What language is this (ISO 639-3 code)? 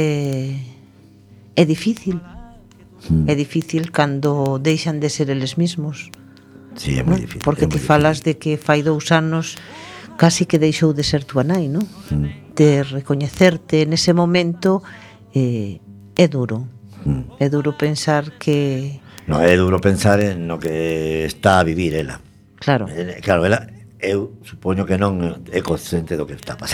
glg